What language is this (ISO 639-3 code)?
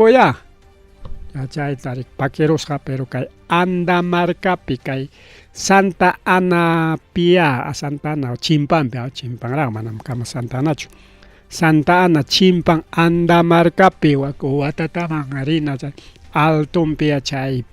quy